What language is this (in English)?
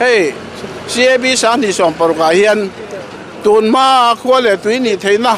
Mizo